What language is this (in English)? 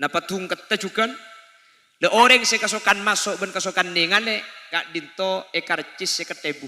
Madurese